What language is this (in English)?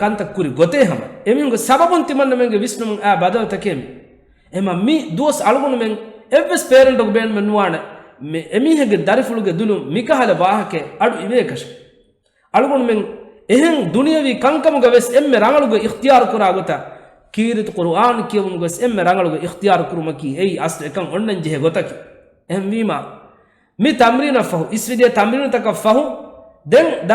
Divehi